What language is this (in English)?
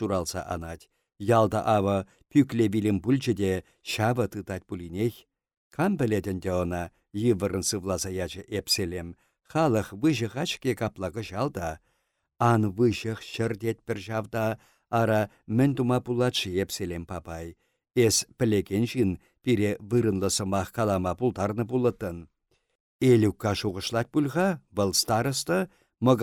Chuvash